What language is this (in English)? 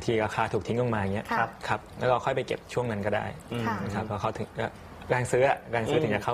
Thai